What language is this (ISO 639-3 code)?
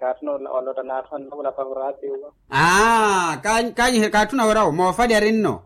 vmw